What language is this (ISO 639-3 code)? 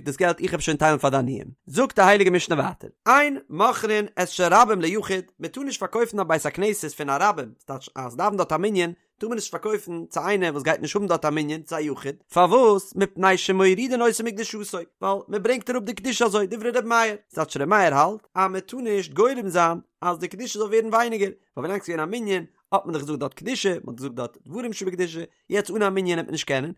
yid